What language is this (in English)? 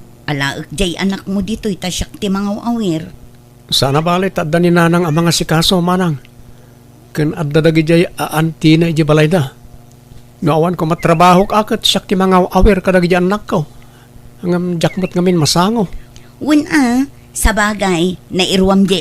Iloko